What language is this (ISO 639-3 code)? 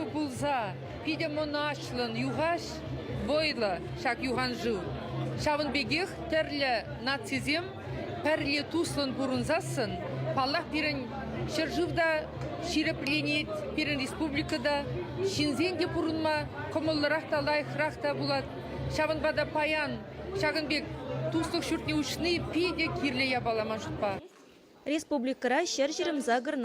chv